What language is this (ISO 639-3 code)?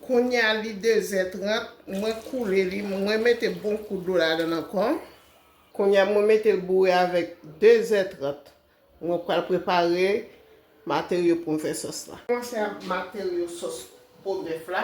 hat